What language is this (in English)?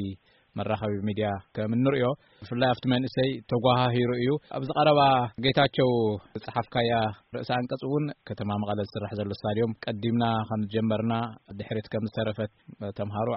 Tigrinya